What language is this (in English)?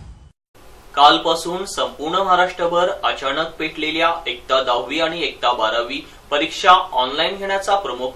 Marathi